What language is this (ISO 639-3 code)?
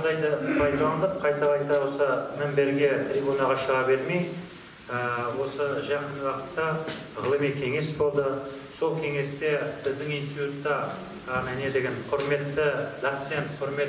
kaz